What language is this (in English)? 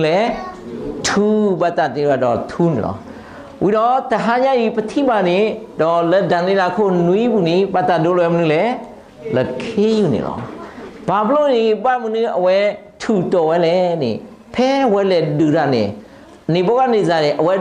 S'gaw Karen